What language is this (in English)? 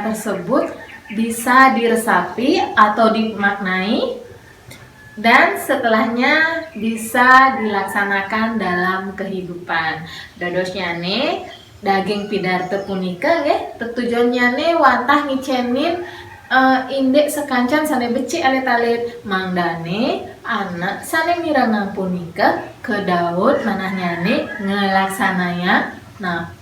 Balinese